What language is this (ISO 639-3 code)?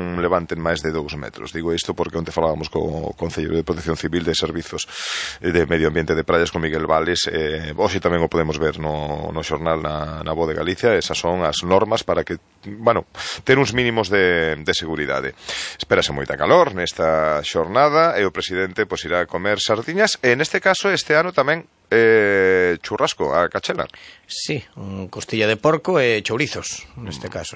glg